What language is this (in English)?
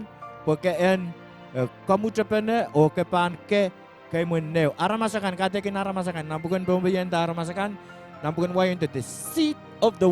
Pohnpeian